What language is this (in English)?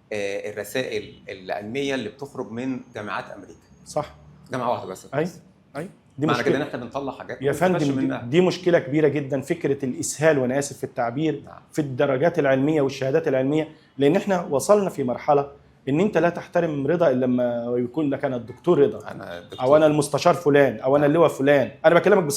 Egyptian Arabic